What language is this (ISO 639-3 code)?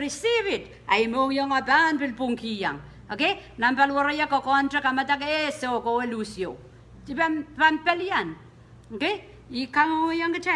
pon